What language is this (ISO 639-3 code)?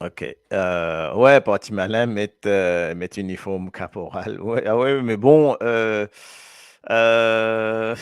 mfe